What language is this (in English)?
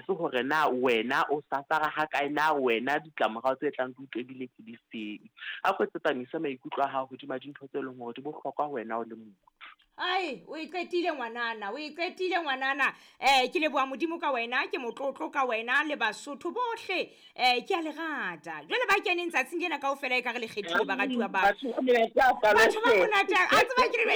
Southern Sotho